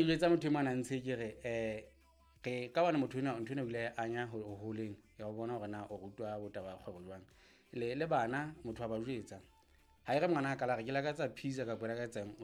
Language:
Southern Sotho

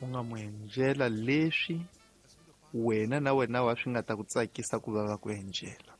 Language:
Tsonga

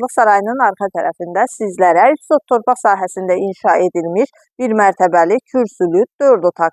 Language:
Azerbaijani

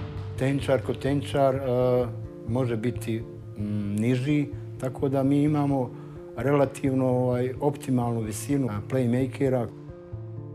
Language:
Bosnian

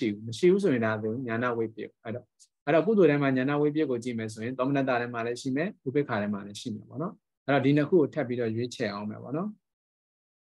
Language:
Burmese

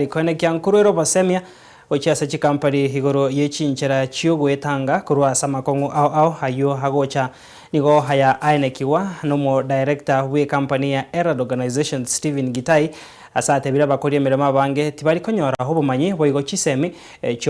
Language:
Gusii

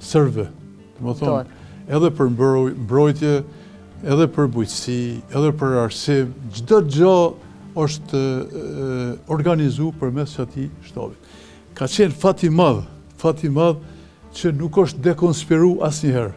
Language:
Albanian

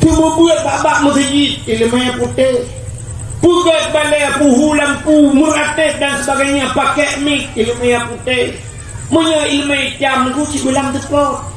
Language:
Achinese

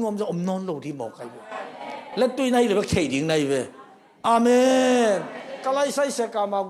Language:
Tedim Chin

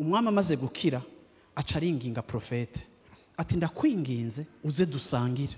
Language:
Rundi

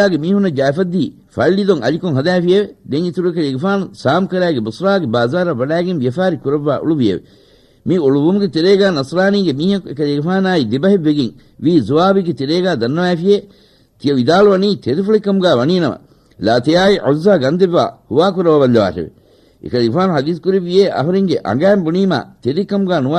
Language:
Divehi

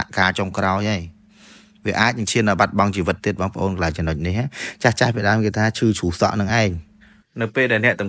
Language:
Khmer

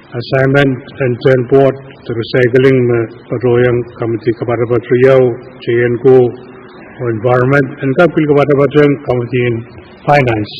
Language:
Pohnpeian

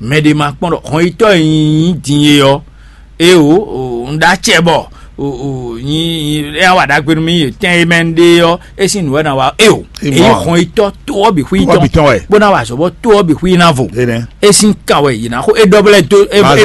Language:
Fon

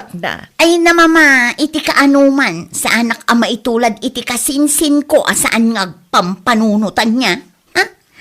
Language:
Iloko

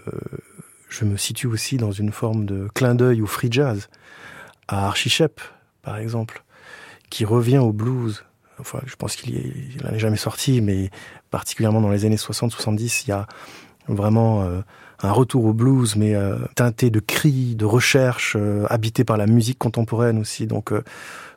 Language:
French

